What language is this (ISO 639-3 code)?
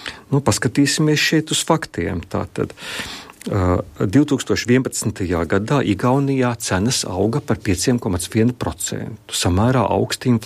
lav